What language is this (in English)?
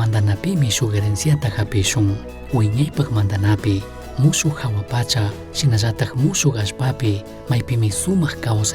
Chimborazo Highland Quichua